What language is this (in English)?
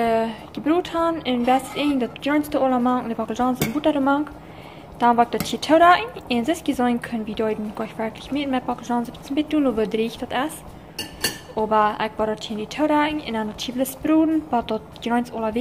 Plautdietsch